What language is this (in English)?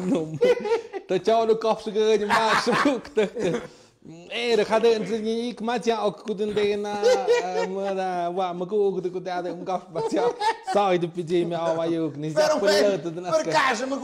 Tlahuitoltepec Mixe